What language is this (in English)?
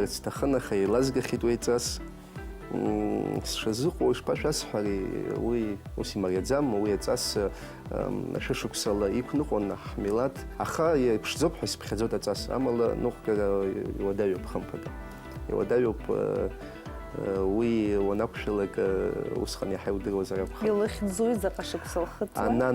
Abkhazian